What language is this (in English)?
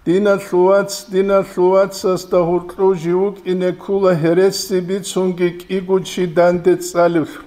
Avaric